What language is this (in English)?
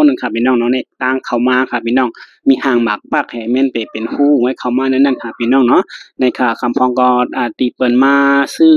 Shan